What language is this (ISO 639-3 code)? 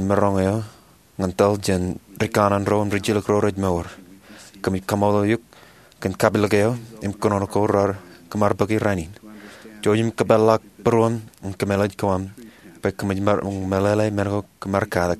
mah